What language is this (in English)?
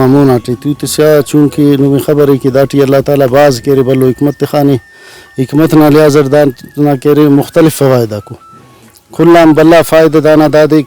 Brahui